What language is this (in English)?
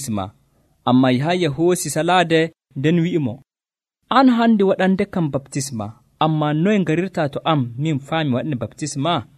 Nigerian Fulfulde